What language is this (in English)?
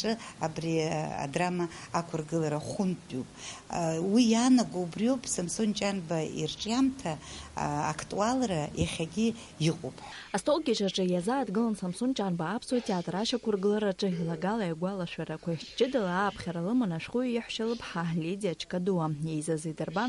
Abkhazian